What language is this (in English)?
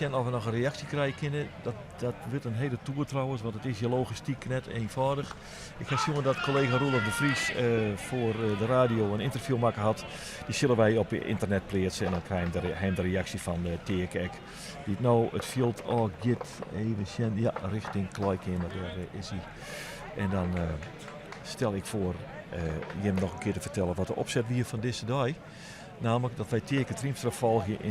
Western Frisian